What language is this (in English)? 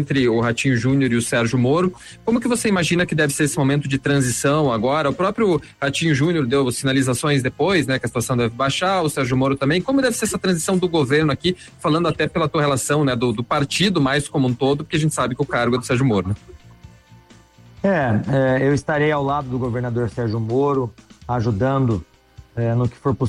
Portuguese